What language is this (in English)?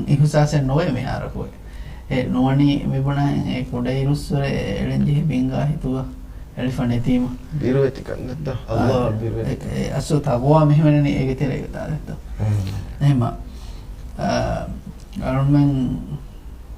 Divehi